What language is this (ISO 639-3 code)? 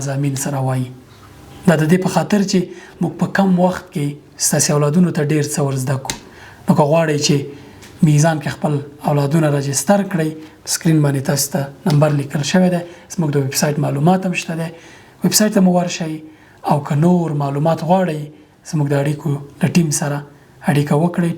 pus